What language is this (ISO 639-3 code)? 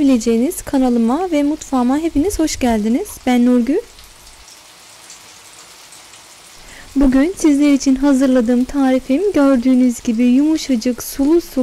tur